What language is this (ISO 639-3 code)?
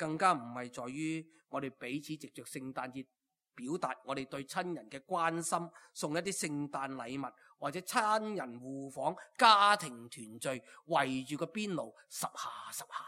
yue